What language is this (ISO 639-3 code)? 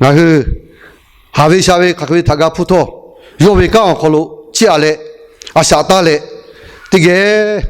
lhu